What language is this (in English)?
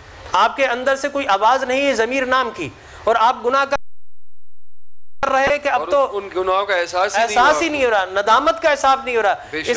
Urdu